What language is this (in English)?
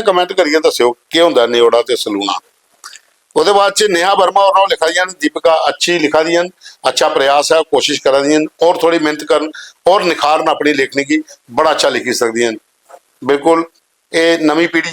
Dogri